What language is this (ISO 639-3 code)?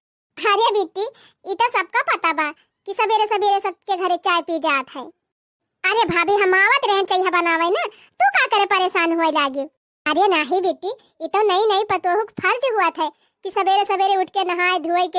awa